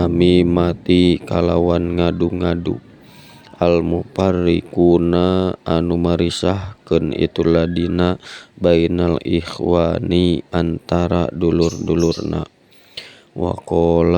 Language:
Sundanese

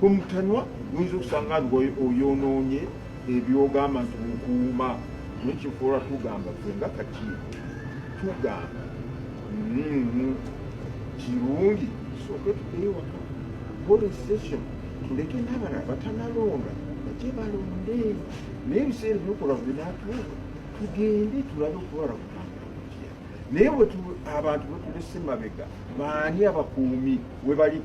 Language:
Ganda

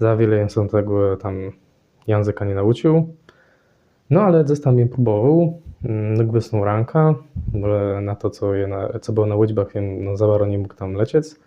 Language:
Kashubian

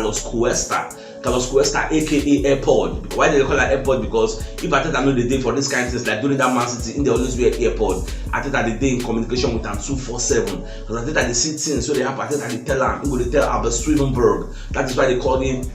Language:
Nigerian Pidgin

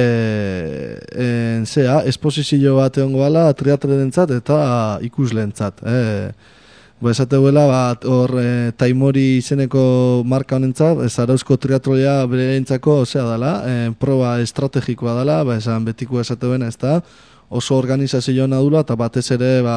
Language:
Basque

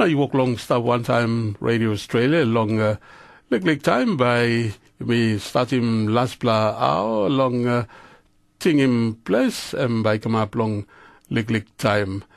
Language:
Tok Pisin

